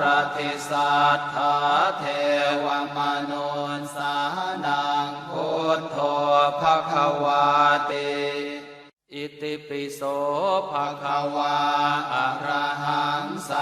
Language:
Pali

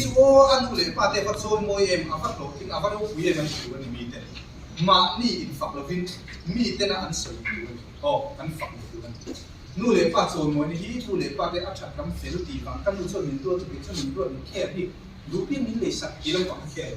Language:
Mizo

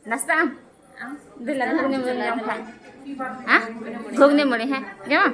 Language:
Santali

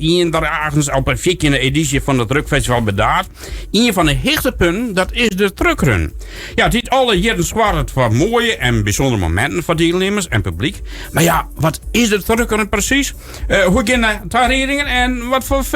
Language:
Western Frisian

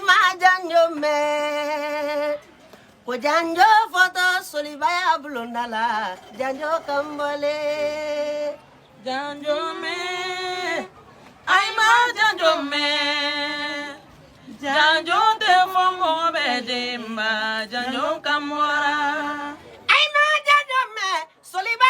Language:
Bambara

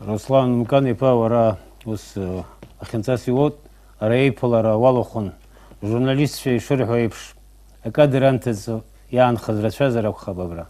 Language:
Abkhazian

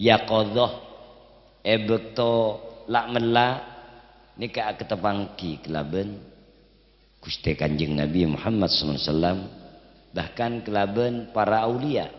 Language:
Madurese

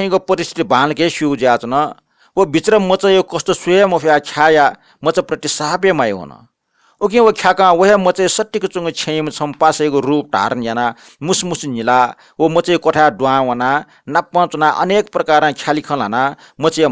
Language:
Newari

